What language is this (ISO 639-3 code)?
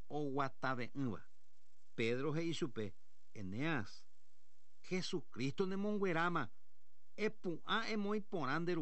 grn